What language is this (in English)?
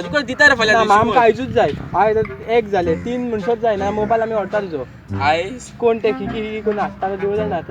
Konkani